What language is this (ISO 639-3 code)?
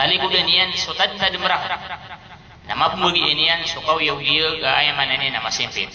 mrw